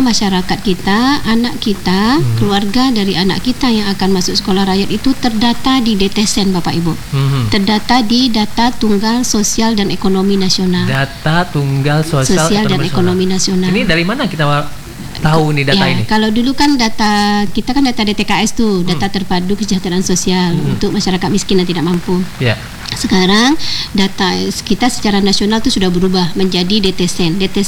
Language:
Indonesian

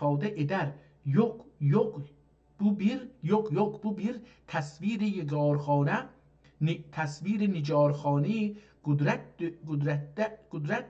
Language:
South Azerbaijani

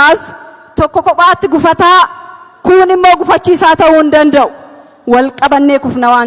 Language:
Oromo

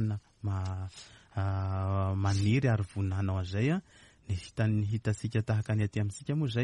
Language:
Malagasy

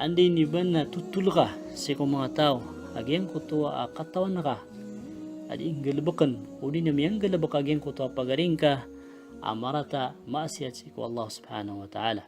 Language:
Maranao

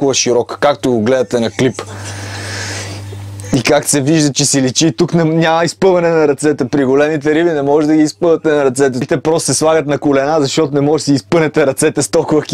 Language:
Bulgarian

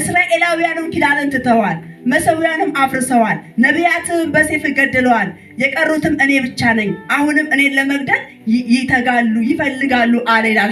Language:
Amharic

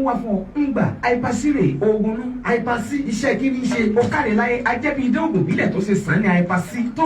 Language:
Yoruba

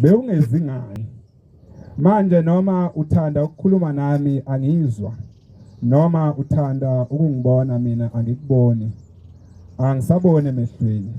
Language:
Zulu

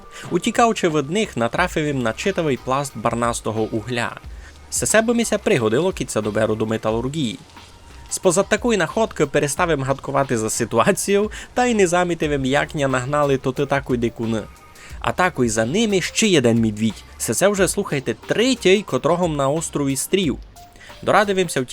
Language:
Rusyn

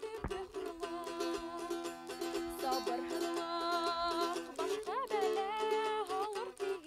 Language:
Bashkir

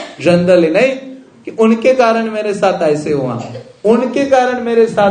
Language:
Hindi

